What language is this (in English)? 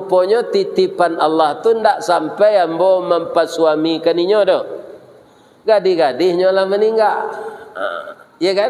Minangkabau